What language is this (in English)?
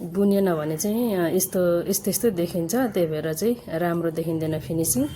Nepali